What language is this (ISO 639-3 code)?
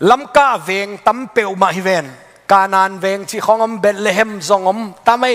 ctd